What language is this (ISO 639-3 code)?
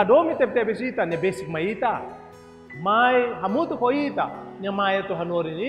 tet